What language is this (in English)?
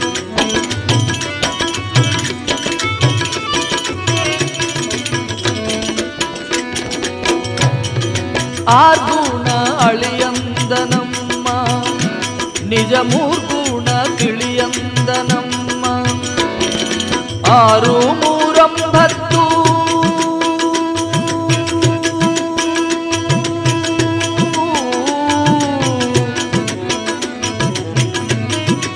Kannada